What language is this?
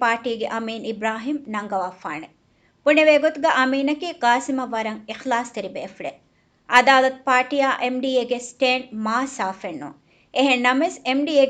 Divehi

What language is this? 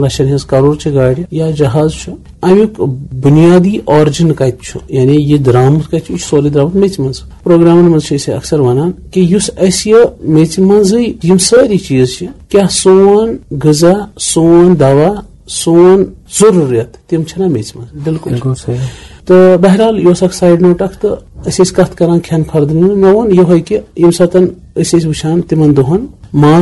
Kashmiri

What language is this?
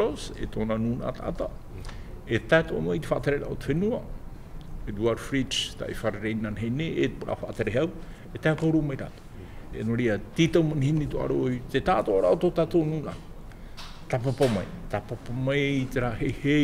Tahitian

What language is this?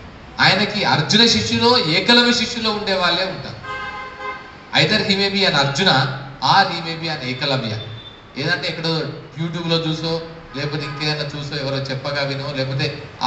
Telugu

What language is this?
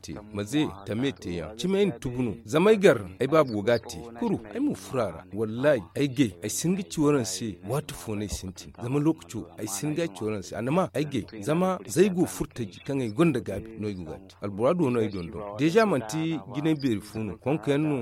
Zarma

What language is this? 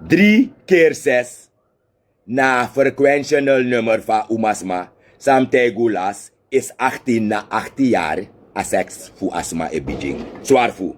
Sranan Tongo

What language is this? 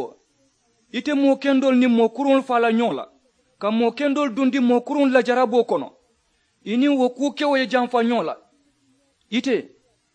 Mandingo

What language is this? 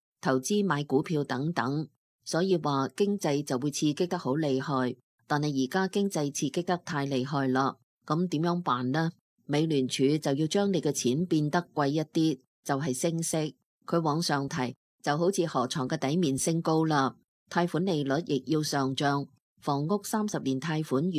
Cantonese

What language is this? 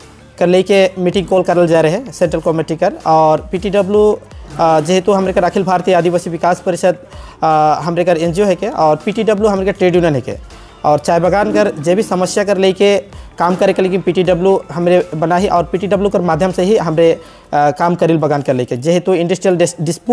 Sadri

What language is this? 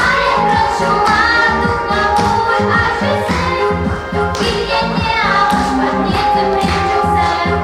Chuvash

